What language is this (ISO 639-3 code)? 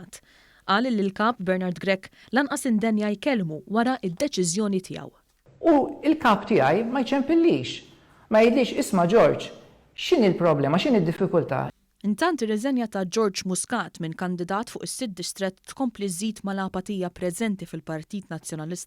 mlt